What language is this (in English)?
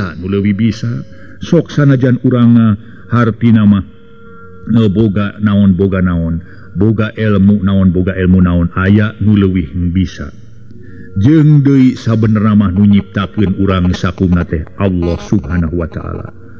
Sundanese